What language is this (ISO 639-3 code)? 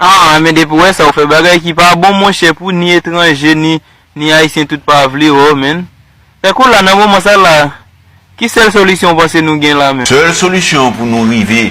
hat